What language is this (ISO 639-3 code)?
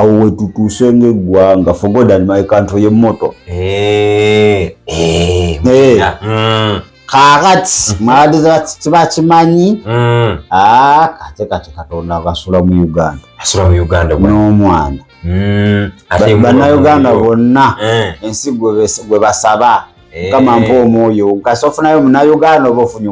lug